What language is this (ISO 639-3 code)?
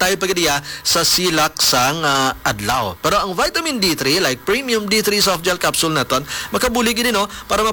hil